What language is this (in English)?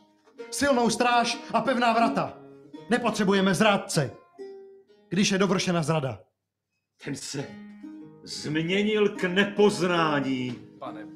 Czech